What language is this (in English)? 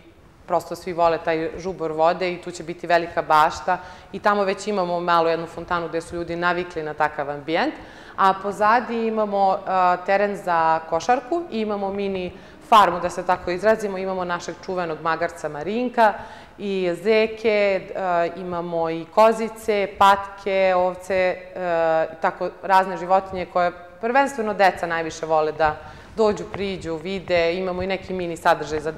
Serbian